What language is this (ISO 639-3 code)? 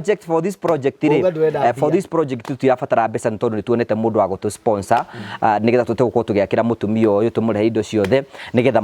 kik